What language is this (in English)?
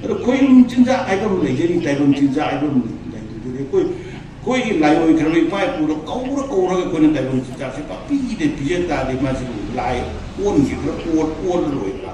Manipuri